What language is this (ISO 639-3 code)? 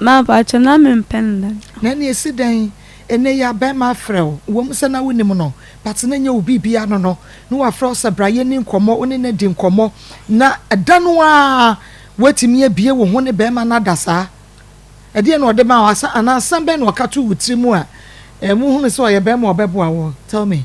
aka